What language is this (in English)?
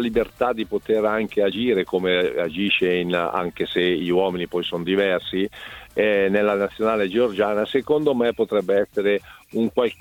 Italian